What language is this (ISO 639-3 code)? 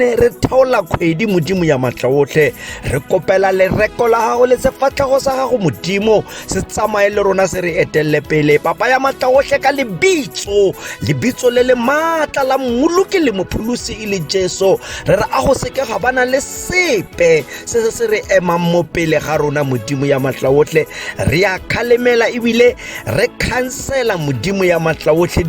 tsn